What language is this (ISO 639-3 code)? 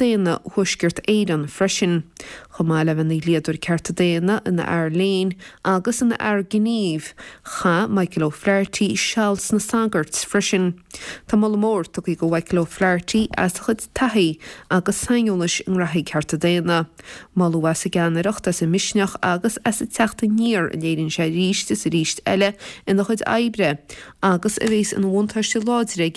gle